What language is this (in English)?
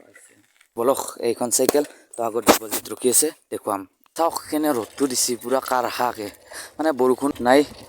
Assamese